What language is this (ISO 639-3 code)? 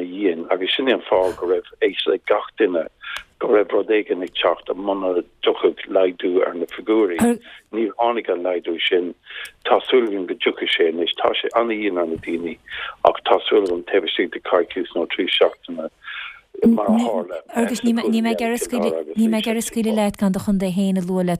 gle